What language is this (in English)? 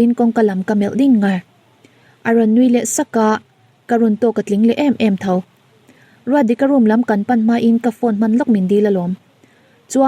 Mizo